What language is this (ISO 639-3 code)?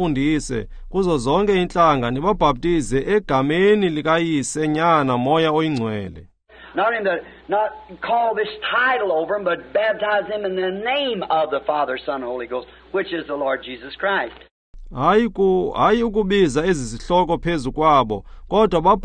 xho